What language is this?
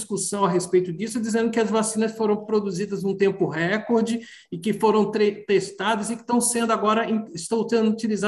Portuguese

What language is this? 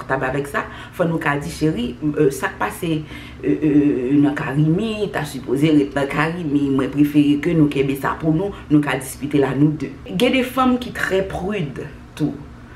Haitian Creole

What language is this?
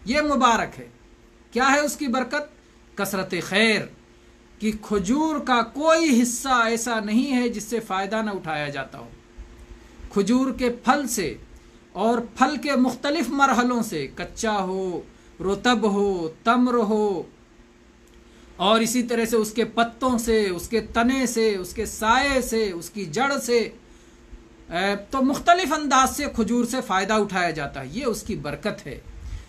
Urdu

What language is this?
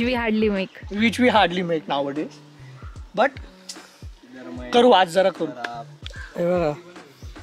Marathi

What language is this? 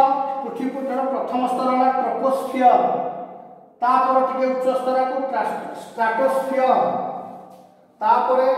Odia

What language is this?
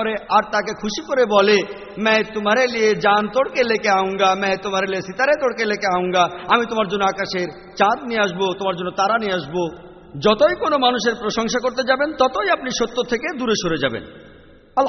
Bangla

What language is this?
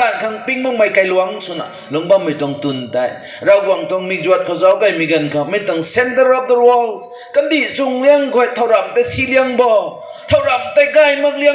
Rongmei Naga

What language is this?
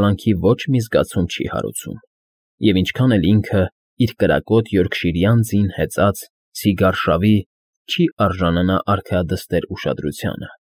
Armenian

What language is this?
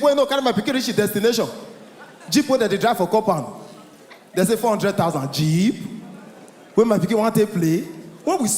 Nigerian Pidgin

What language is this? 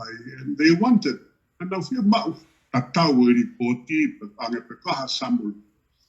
Tongan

